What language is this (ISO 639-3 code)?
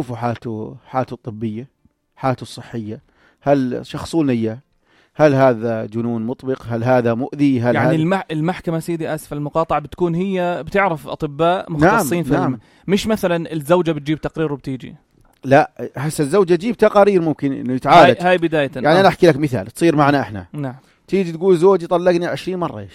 apc